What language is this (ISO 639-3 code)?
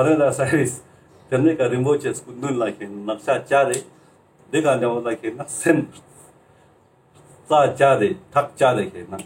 lbj